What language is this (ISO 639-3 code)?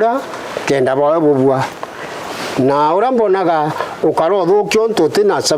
mer